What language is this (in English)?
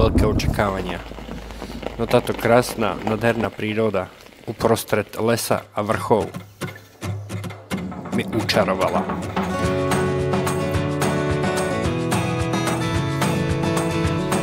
Slovak